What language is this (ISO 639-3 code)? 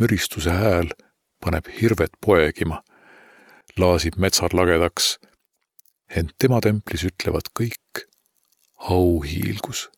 est